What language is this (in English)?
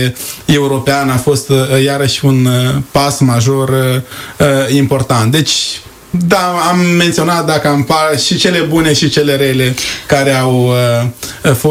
Romanian